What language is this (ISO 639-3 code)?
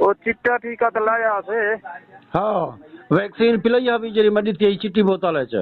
skr